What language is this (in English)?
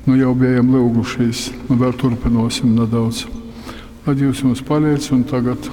Latgalian